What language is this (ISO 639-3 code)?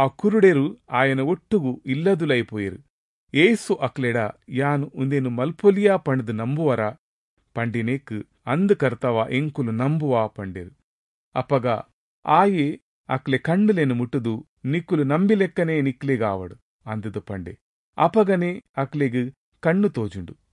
tcy